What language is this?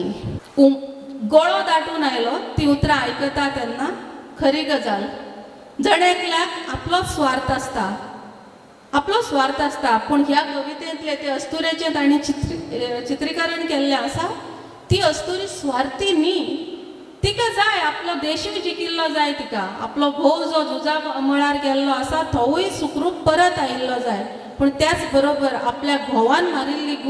Konkani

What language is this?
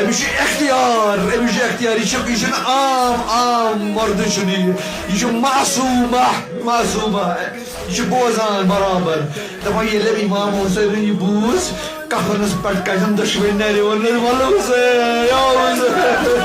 Kashmiri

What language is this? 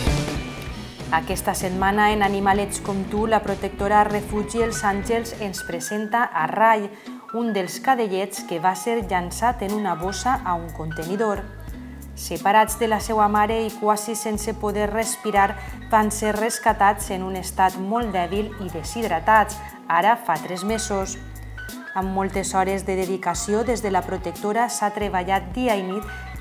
Catalan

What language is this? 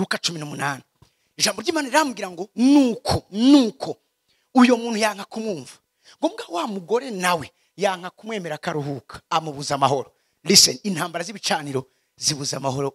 Rundi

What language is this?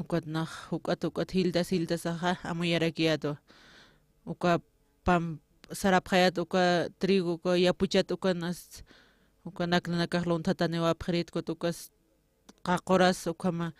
Aymara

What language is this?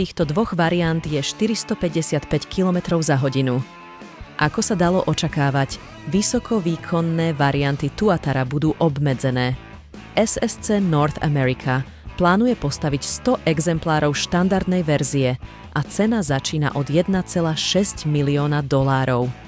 Slovak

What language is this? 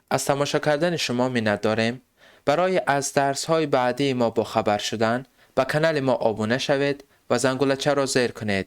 Tajik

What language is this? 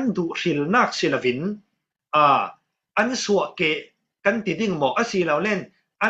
Falam Chin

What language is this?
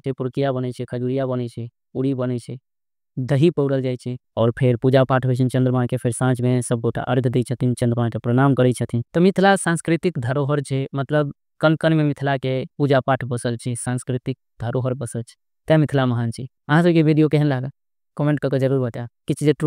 Maithili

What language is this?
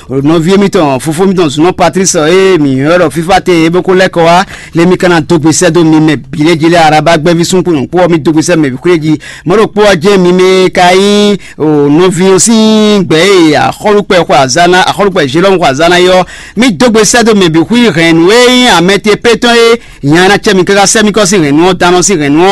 Fon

